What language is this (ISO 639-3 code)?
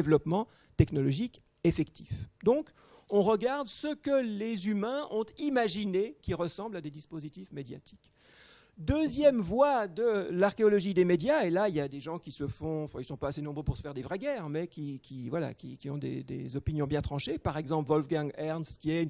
fra